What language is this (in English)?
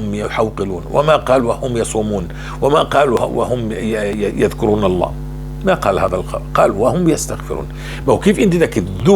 North Levantine Arabic